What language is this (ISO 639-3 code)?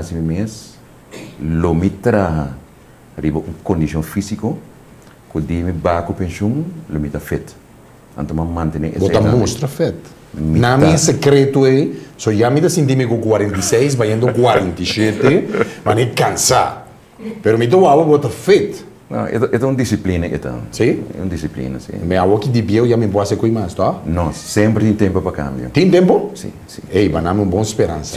pap